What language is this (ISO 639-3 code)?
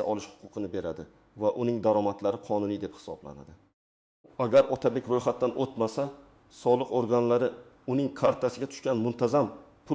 uzb